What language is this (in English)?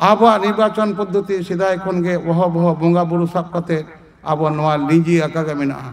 Santali